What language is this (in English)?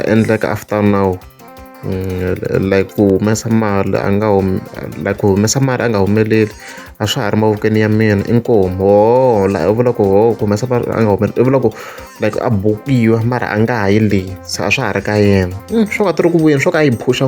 Tsonga